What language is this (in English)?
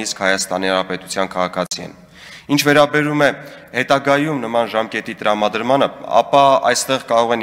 Armenian